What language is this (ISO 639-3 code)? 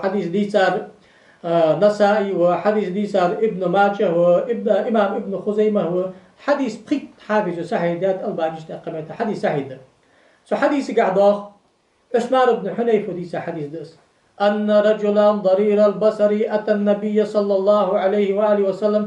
inh